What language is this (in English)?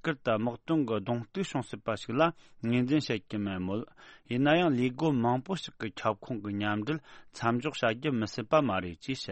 Tibetan